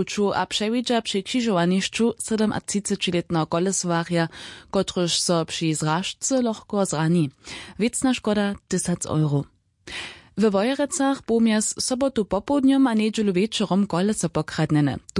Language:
Upper Sorbian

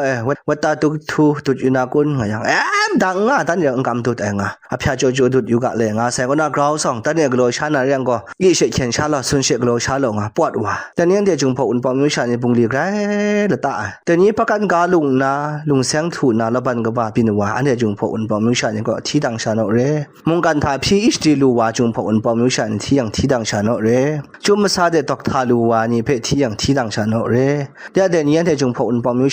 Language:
Kachin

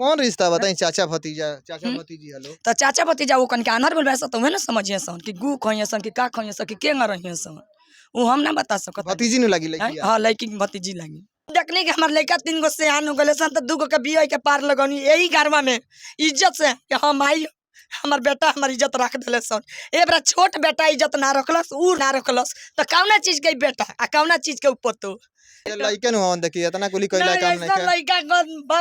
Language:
Bhojpuri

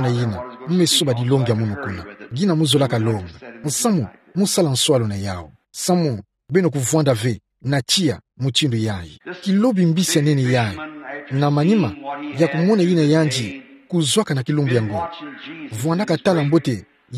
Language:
Kituba (Democratic Republic of Congo)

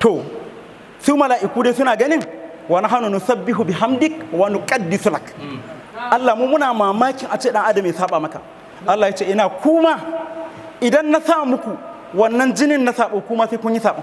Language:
Hausa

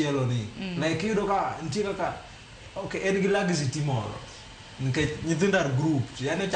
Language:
Luo (Kenya and Tanzania)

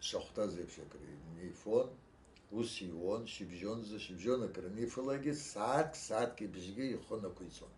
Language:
Abkhazian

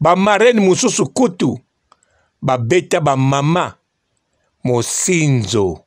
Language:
Lingala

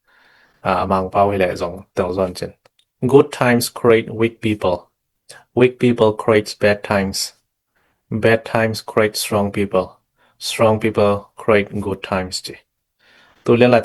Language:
Tedim Chin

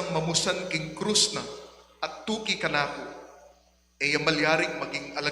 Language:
Pampanga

